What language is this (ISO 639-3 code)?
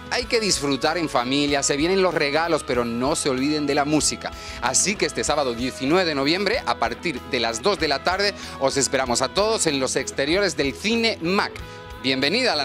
spa